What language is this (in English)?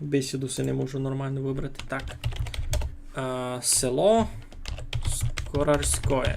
Rusyn